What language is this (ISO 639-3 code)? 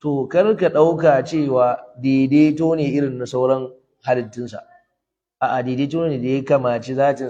hau